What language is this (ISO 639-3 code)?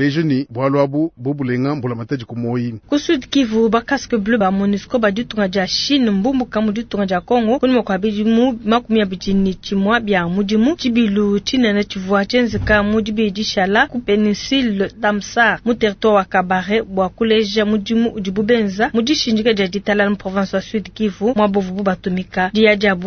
lua